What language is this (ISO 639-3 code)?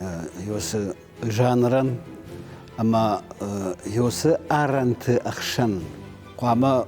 oss